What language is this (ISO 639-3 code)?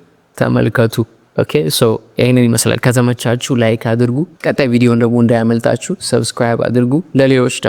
amh